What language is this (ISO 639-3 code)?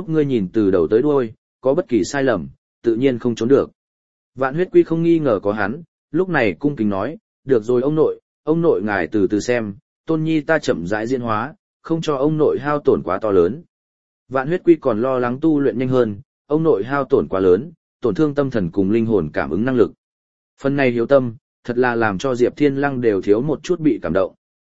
vie